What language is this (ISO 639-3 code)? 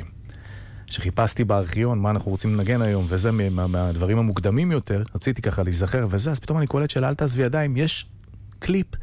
heb